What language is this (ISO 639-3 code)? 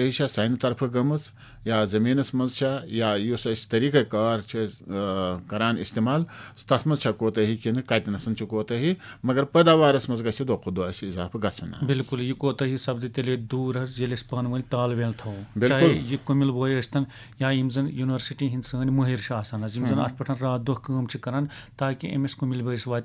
kas